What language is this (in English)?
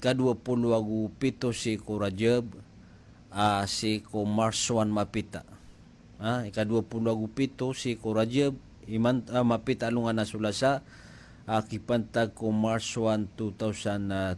Maranao